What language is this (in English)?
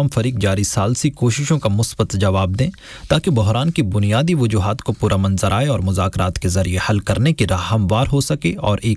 Urdu